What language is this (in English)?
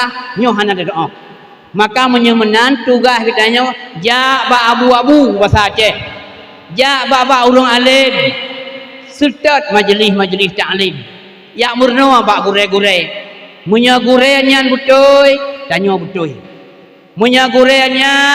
Achinese